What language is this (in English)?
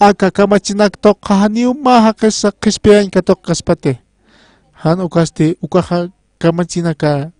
Aymara